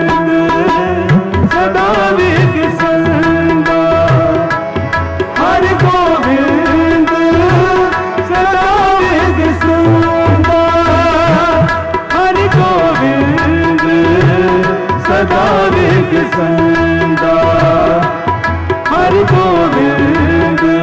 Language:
Punjabi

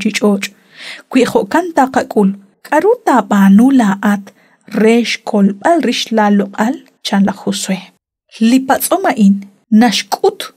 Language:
Kekchí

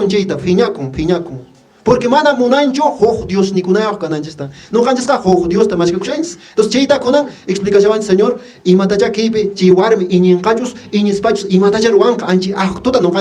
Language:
Quechua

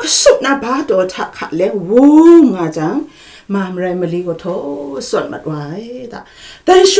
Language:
Kachin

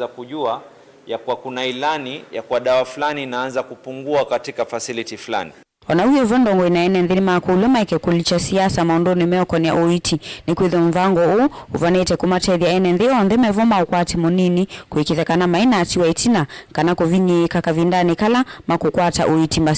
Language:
Kamba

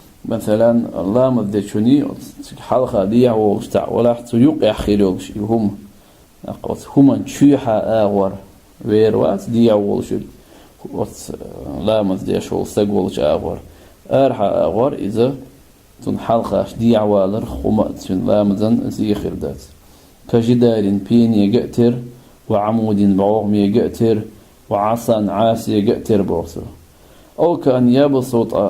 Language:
Chechen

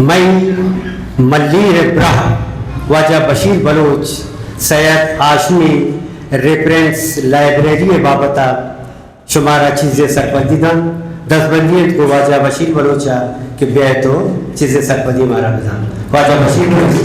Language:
Eastern Balochi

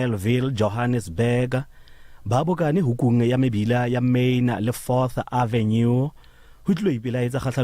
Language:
Southern Sotho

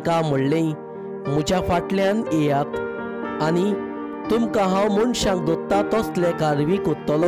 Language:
Konkani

